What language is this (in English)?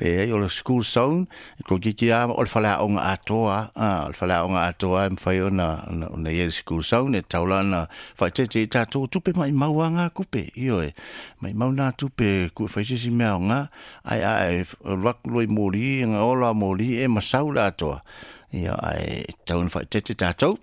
Samoan